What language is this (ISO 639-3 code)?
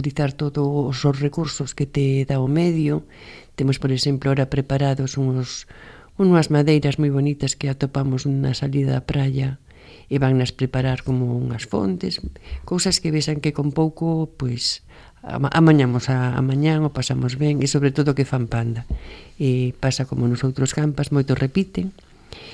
glg